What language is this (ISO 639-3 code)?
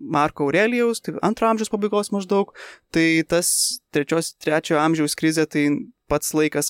lit